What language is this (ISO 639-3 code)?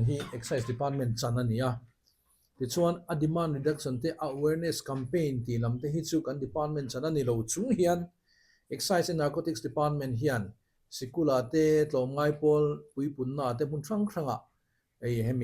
lus